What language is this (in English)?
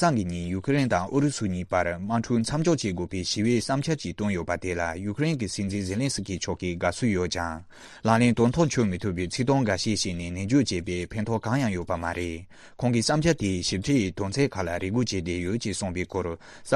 Tibetan